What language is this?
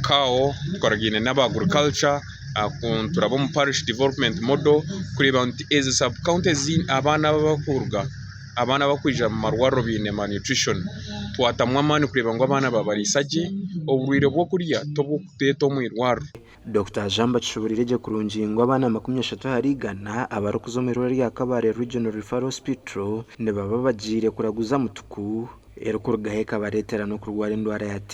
Nyankole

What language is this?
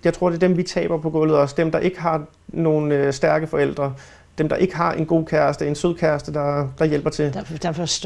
Danish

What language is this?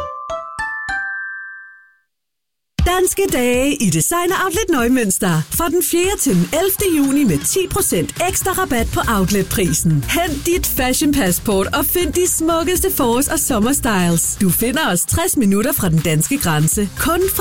Danish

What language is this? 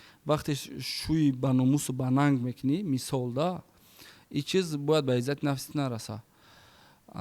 Tajik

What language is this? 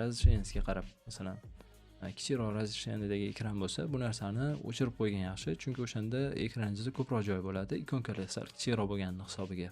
Uzbek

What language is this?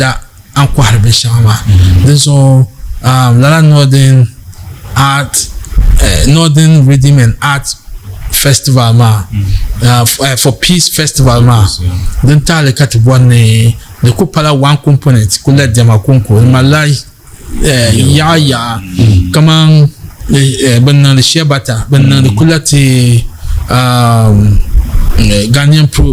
Dagbani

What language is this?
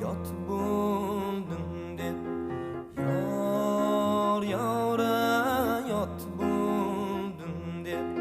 Kara-Kalpak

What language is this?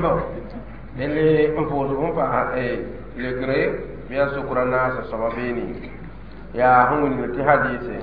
Mossi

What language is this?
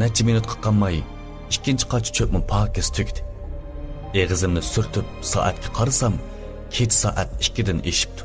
Uyghur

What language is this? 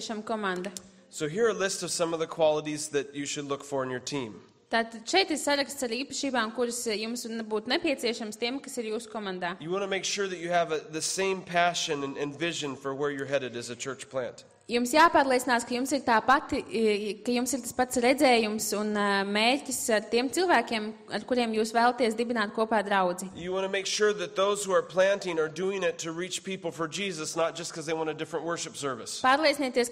Latvian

